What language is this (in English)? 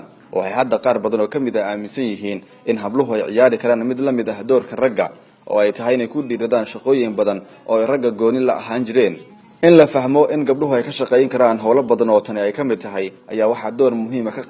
Somali